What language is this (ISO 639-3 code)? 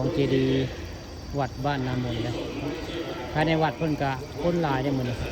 tts